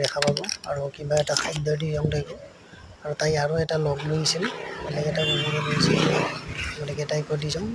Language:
Assamese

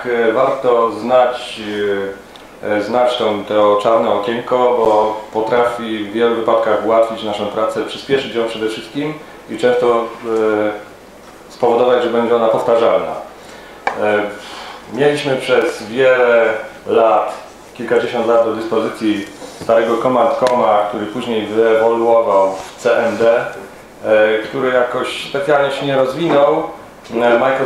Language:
Polish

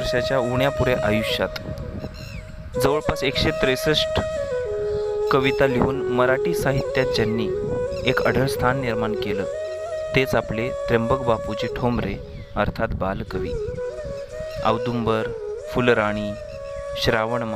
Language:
Marathi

